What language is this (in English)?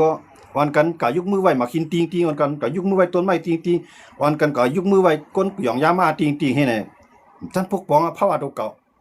Shan